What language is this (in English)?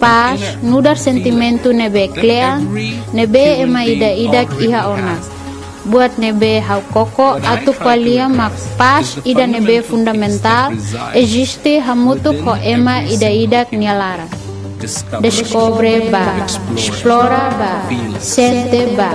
Tetum